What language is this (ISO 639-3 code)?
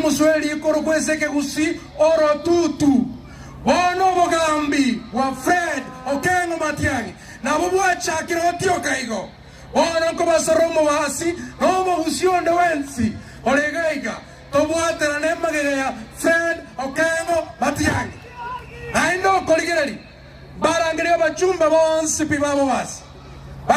guz